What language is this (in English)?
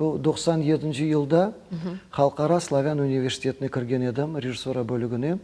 Crimean Tatar